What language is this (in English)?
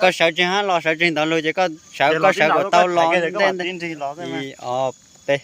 Hmong